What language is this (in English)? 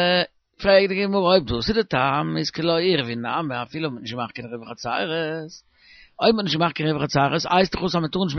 Yiddish